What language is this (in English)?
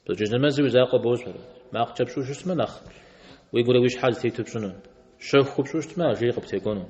Kabardian